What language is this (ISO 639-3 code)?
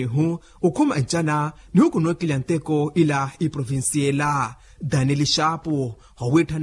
vmw